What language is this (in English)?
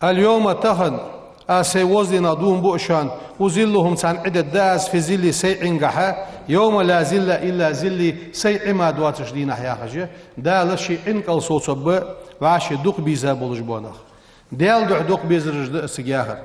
Ingush